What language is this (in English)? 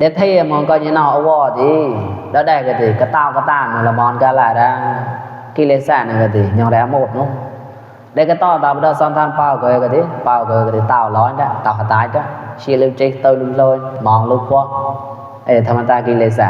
Mon